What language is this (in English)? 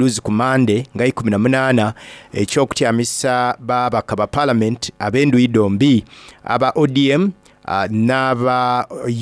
Soga